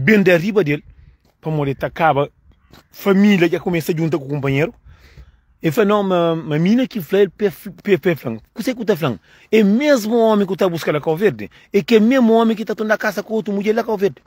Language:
Kabuverdianu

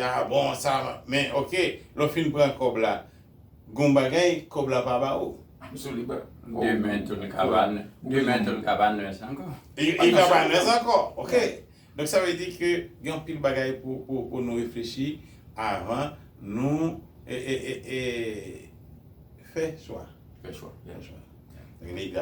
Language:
Haitian Creole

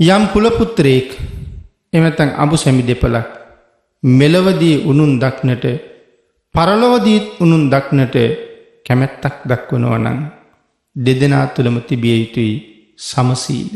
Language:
Sinhala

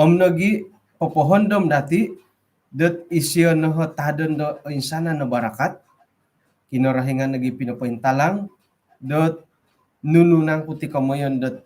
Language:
Central Dusun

